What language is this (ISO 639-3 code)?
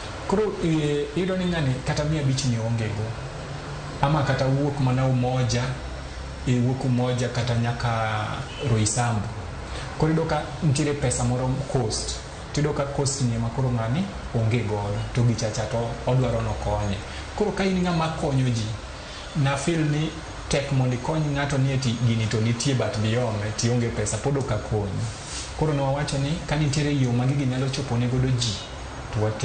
luo